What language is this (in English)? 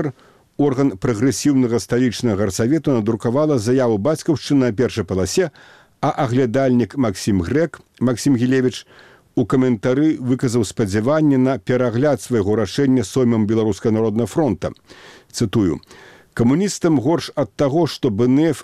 Belarusian